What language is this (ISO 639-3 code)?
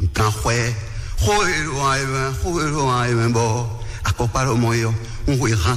fon